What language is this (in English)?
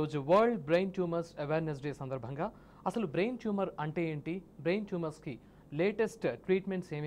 Telugu